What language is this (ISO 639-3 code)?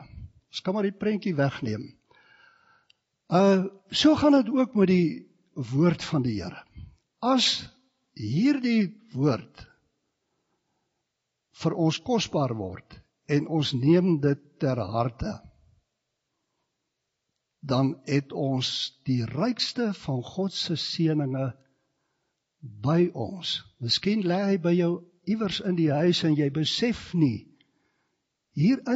afr